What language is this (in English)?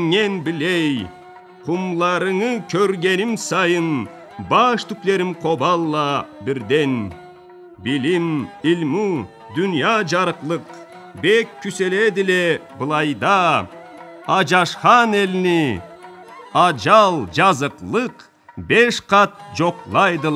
Karachay-Balkar